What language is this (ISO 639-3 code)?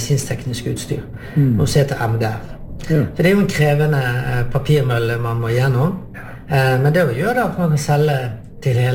nor